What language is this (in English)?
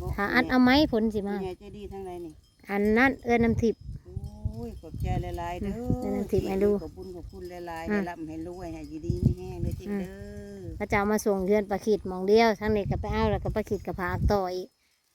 Northeastern Thai